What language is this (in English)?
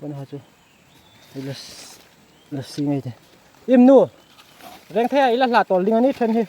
Hmar